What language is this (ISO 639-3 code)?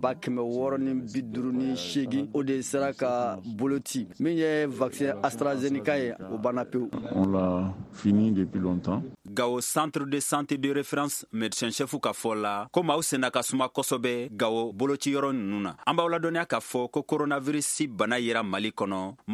bam